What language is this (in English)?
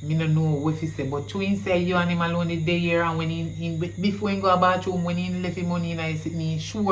Jamaican Creole English